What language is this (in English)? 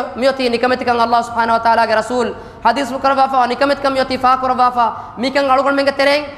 Divehi